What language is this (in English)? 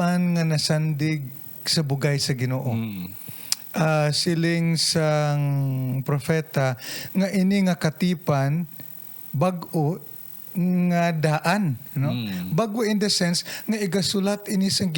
Hiligaynon